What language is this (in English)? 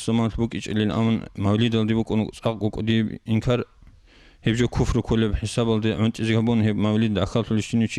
Avaric